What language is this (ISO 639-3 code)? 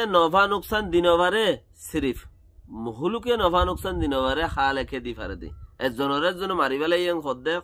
rhg